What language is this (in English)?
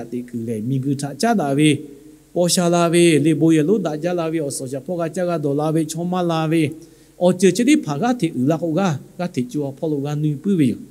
Lahu